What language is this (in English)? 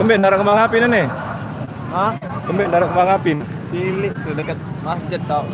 Sasak